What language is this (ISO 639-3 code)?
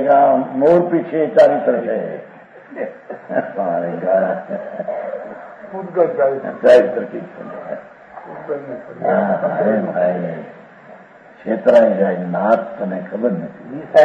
guj